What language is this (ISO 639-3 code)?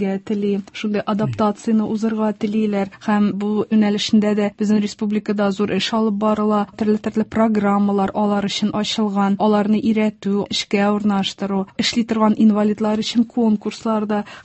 tat